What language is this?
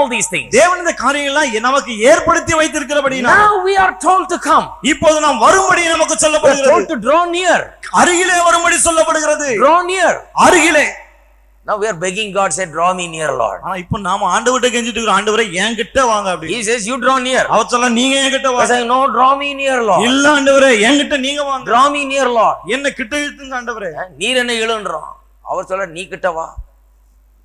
Tamil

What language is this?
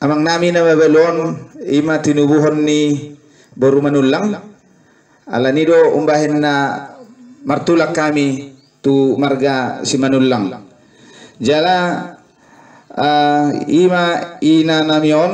Batak Toba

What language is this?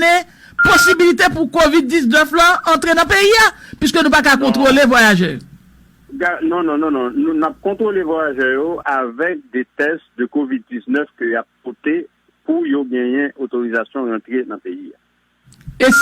Haitian Creole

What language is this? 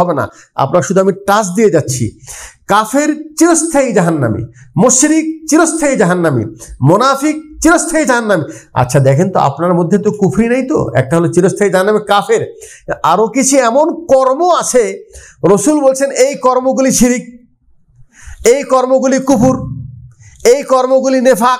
Bangla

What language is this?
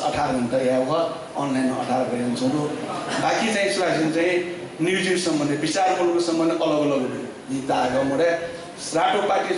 Newari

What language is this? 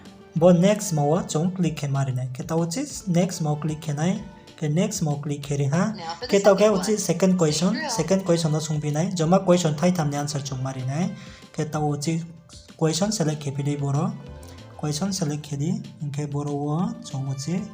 Riang (India)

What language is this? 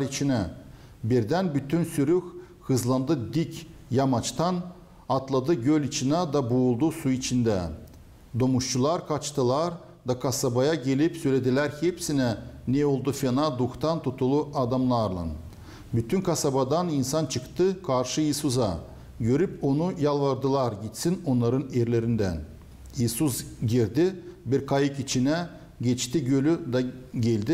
Gagauz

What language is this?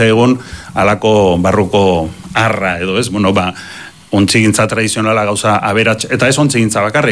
Basque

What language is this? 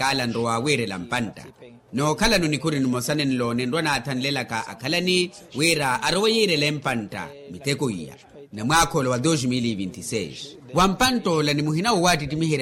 Makhuwa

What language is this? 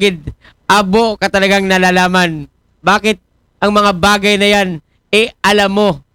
Aklanon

